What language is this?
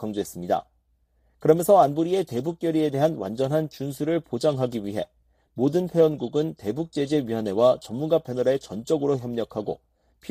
Korean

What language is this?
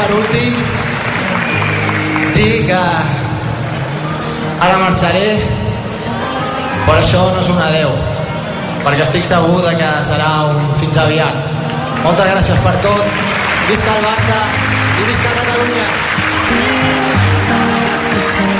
Catalan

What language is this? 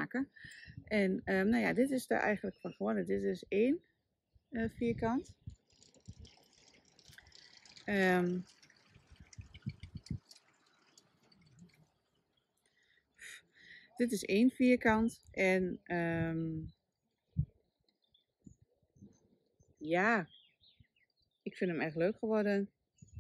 Dutch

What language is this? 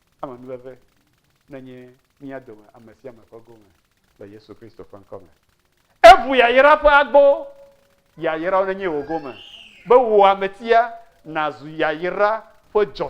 Ewe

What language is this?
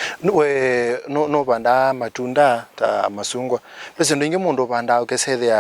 Kamba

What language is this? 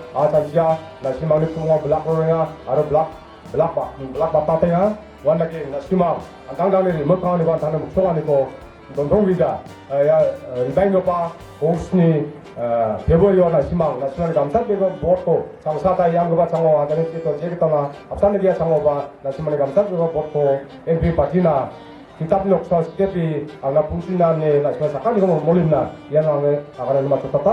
Garo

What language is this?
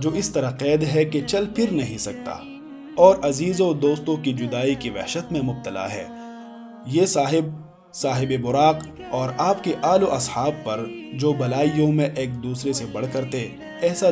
Urdu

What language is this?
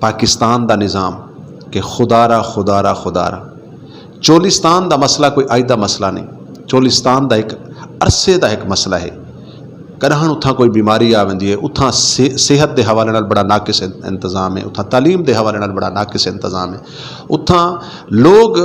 Saraiki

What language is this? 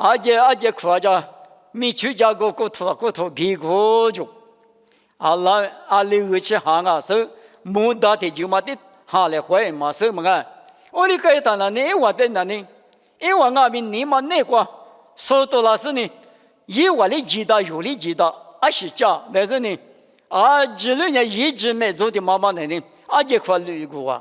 Lisu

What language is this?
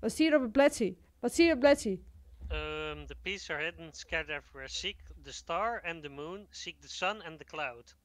Western Frisian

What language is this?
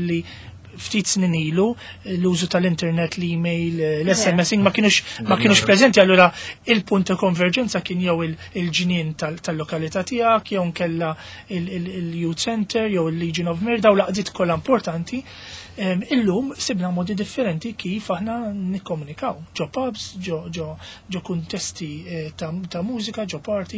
Maltese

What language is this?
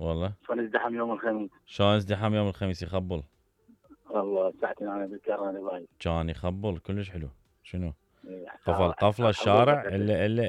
Mesopotamian Arabic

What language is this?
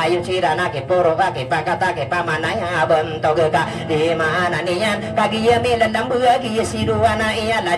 Maranao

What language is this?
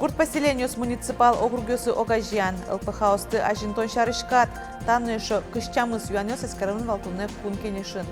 Udmurt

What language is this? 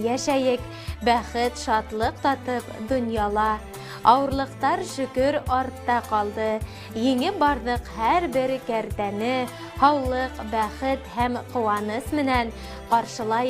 Bashkir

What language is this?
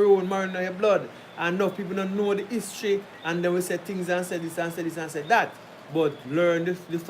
Jamaican Creole English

